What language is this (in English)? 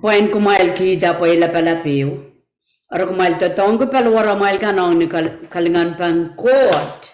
Pohnpeian